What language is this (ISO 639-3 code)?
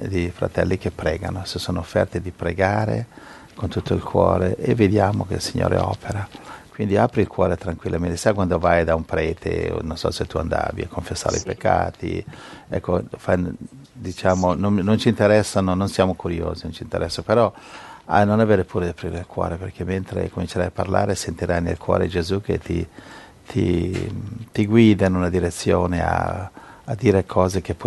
ita